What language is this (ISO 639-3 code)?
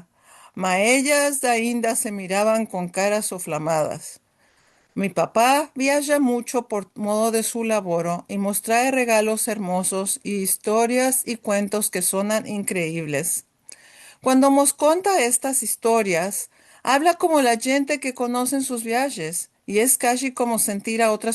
lad